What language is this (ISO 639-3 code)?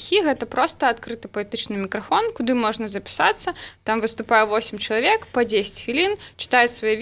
bel